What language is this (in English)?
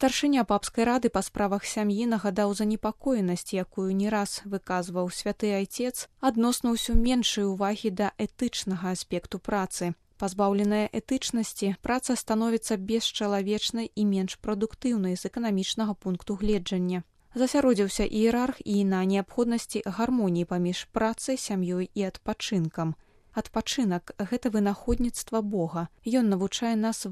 Belarusian